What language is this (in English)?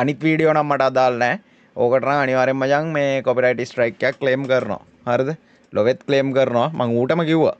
Sinhala